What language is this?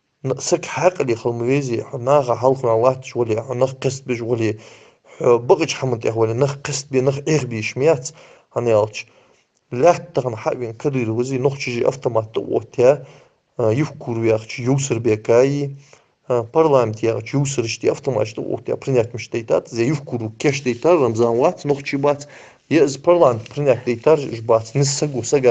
Ingush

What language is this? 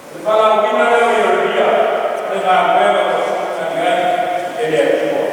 Samoan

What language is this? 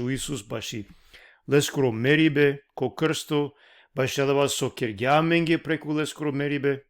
Balkan Romani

